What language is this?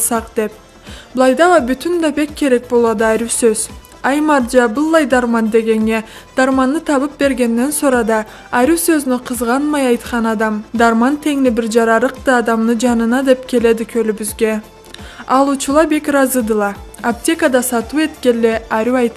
Karachay-Balkar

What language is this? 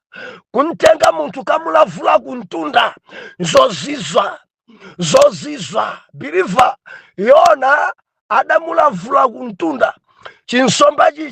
Nyanja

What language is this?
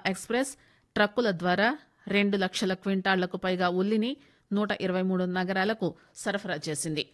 Telugu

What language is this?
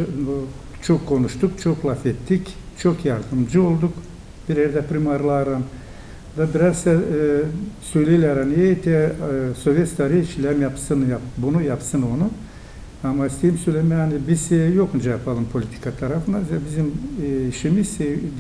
Gagauz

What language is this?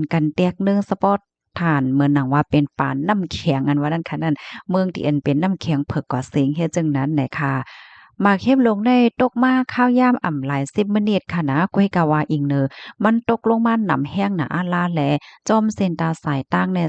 Shan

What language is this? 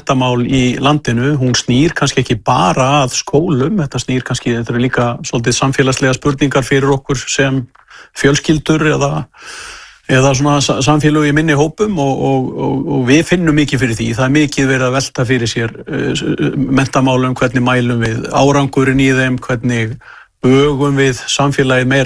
Icelandic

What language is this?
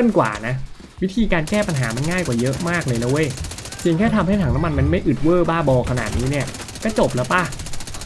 Thai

